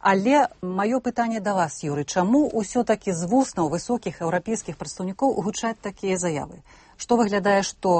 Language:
Belarusian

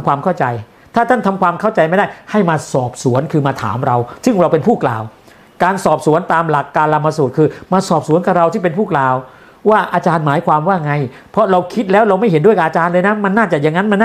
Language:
Thai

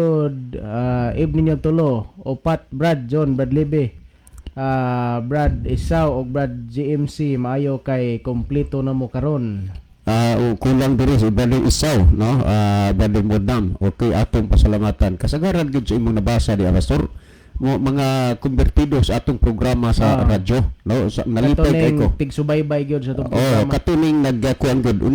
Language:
Cebuano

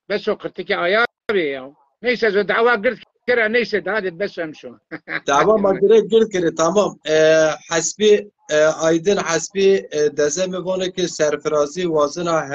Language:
Zaza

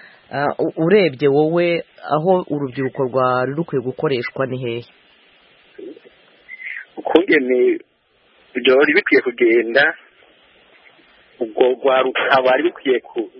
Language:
Kinyarwanda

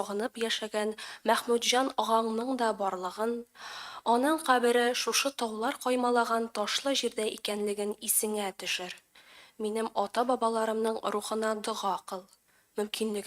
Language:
Tatar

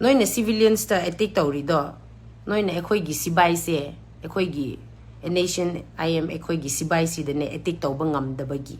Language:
Manipuri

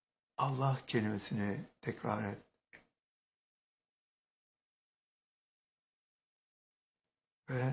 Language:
Turkish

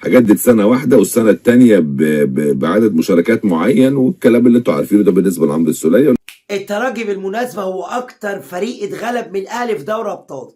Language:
Egyptian Arabic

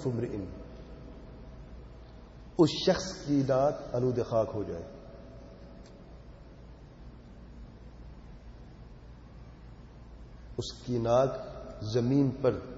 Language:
Urdu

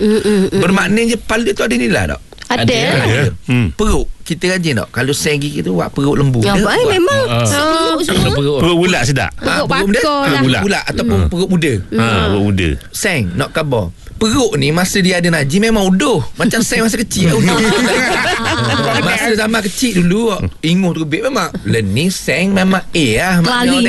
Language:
Malay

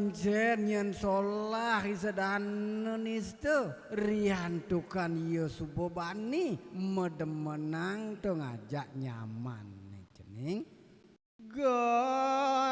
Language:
Balinese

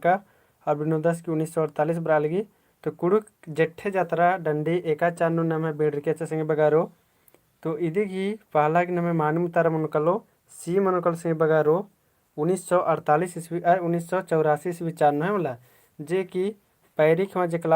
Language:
Kurukh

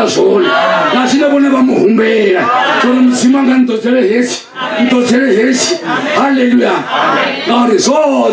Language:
Venda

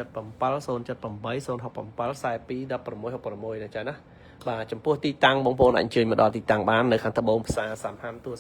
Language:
Khmer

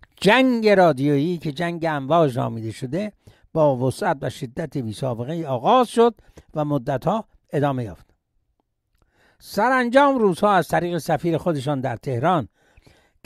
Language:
Persian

